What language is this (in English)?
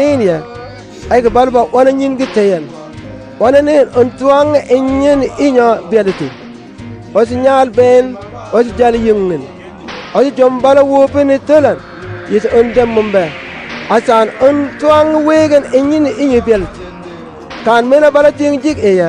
Mabaan